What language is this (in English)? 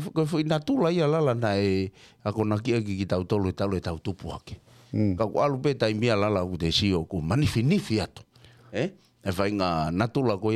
Tongan